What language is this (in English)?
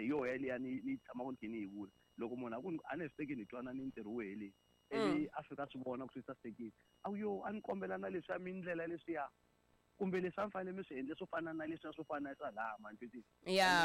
Tsonga